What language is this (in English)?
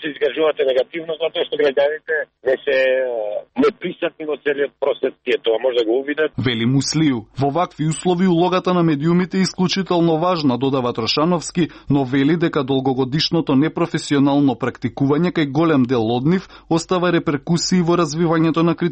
Macedonian